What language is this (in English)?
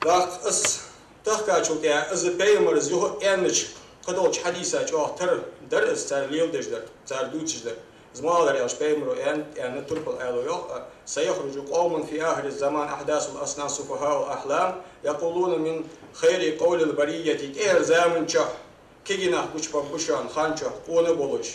Ingush